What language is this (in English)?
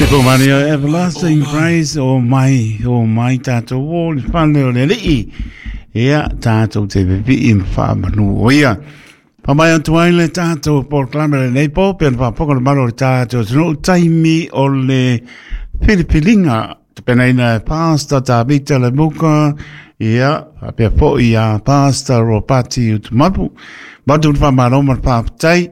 Samoan